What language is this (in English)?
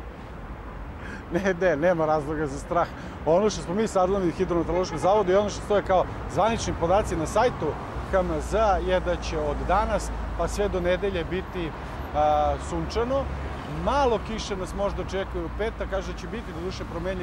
Serbian